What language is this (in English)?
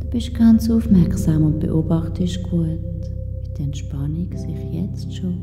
Swiss German